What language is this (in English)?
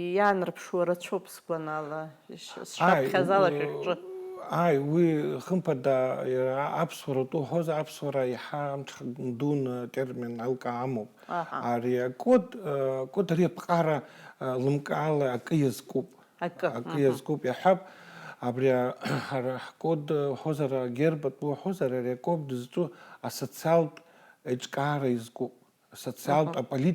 Abkhazian